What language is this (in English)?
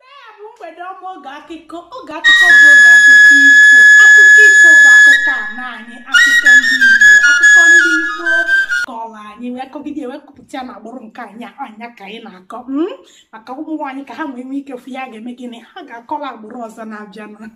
Igbo